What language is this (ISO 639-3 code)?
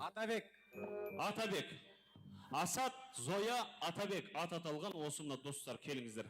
kaa